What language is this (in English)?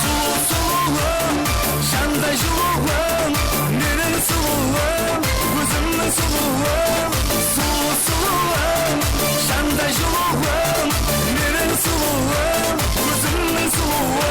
Kara-Kalpak